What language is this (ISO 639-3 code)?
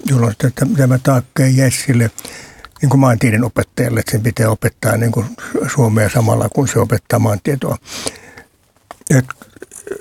fin